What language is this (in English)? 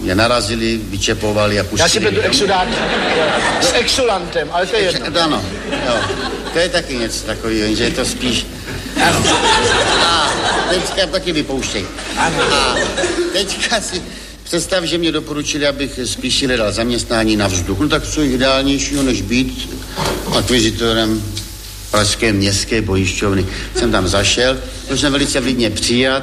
Czech